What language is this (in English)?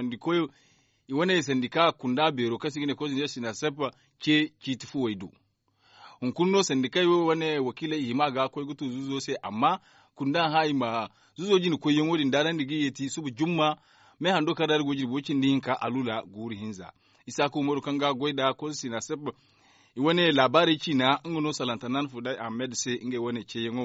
Zarma